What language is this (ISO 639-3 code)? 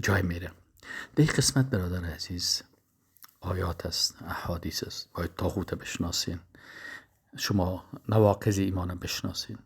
fas